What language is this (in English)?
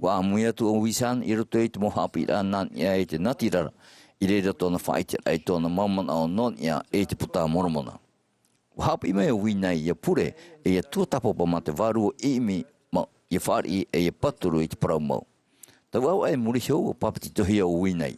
Tahitian